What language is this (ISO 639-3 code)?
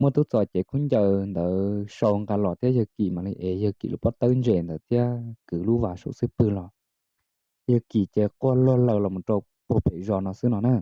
hmn